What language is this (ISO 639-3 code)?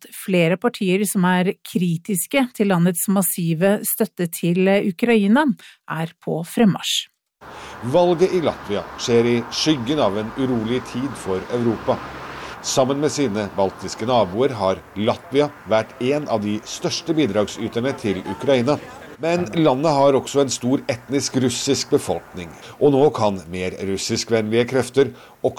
nor